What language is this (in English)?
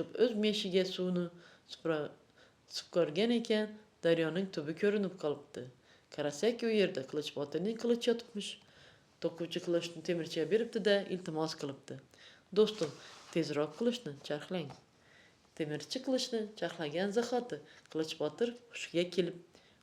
Uzbek